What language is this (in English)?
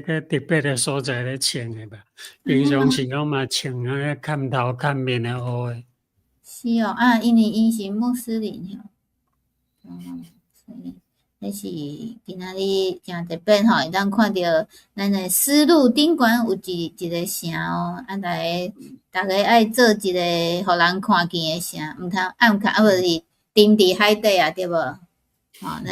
Min Nan Chinese